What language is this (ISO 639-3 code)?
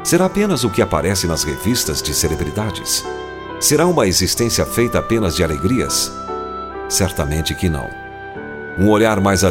por